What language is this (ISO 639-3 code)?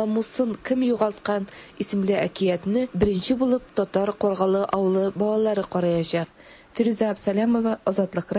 tat